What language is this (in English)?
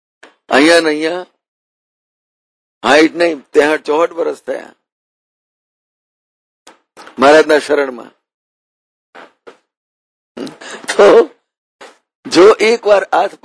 Gujarati